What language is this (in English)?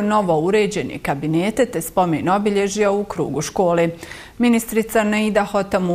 Bosnian